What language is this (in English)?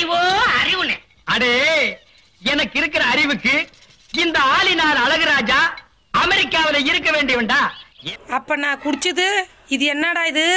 Tamil